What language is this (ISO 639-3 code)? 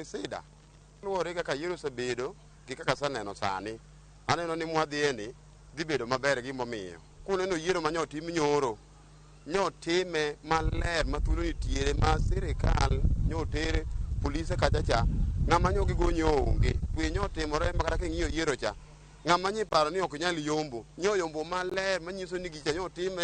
luo